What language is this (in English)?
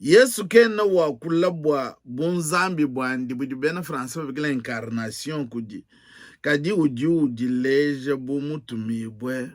Luba-Lulua